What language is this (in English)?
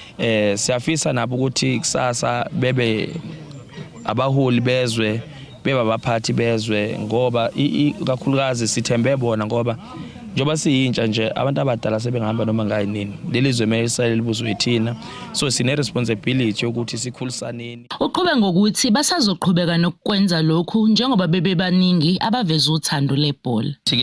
Zulu